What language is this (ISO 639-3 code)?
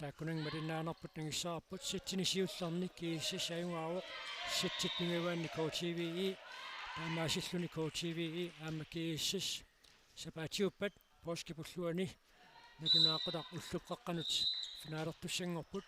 kal